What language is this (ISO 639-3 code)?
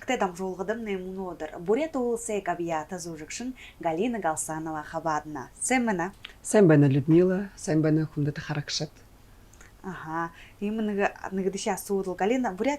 bua